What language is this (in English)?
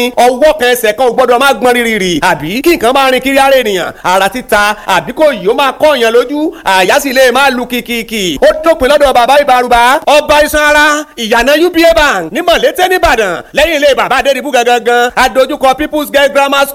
Yoruba